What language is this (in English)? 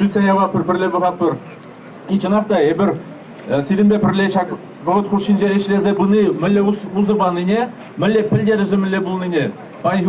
Chuvash